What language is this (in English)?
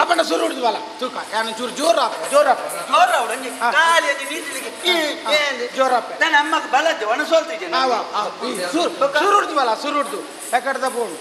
Tulu